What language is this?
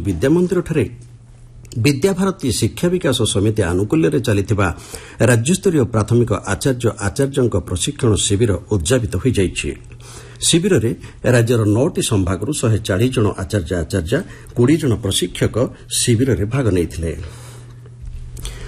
Odia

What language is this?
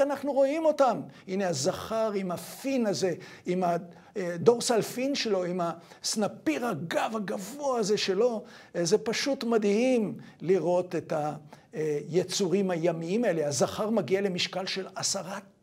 Hebrew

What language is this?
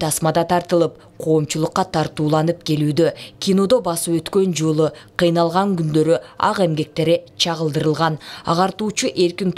Kyrgyz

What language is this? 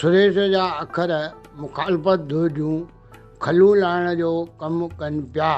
Sindhi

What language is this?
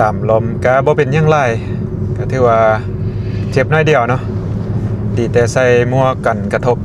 Lao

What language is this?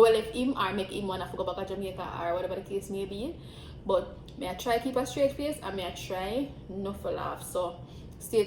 Jamaican Creole English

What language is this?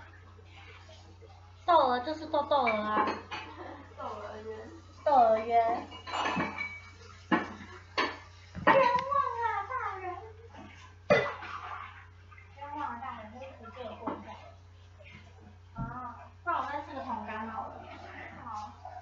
Chinese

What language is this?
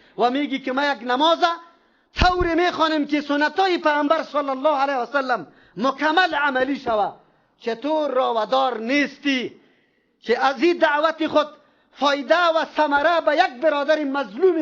Persian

